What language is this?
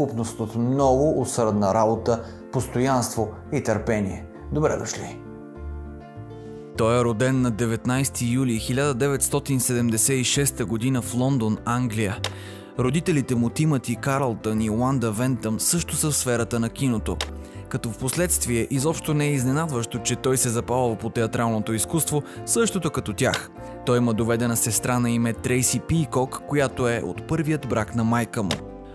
Bulgarian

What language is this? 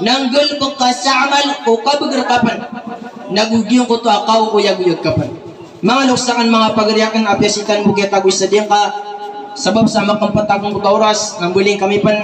Maranao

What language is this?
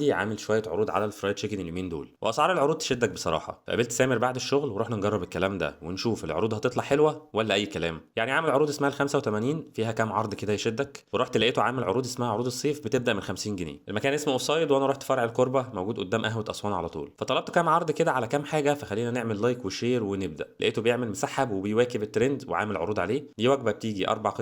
Egyptian Arabic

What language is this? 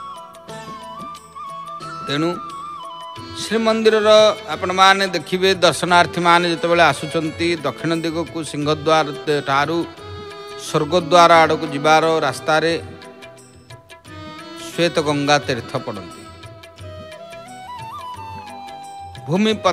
Odia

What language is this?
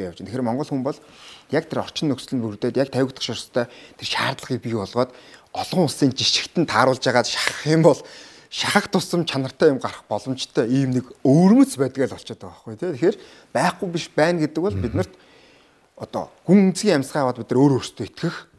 Mongolian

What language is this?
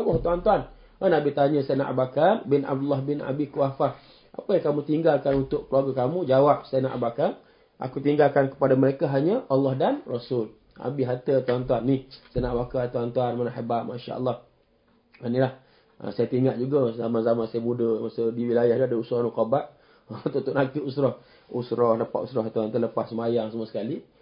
Malay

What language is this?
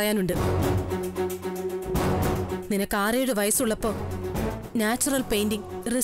Malayalam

